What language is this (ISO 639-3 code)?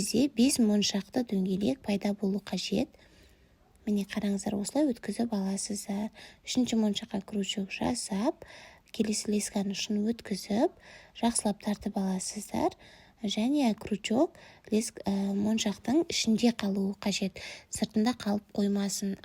kaz